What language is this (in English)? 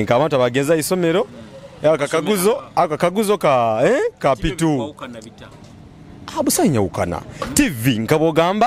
Nyoro